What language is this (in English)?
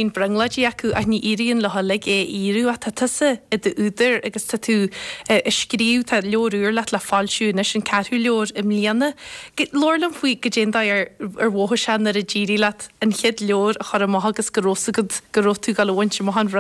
Irish